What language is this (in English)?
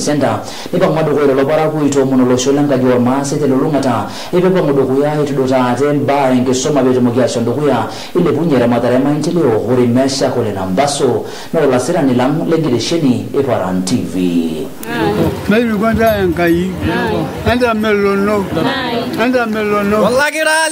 Masai